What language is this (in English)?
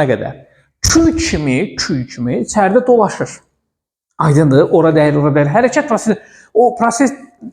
Azerbaijani